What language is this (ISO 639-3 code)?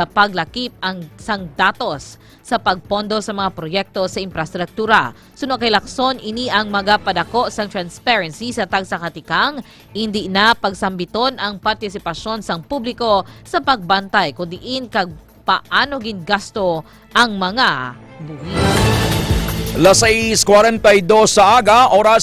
hil